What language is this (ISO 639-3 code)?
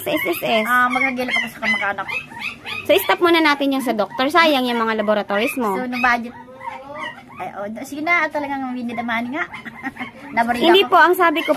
fil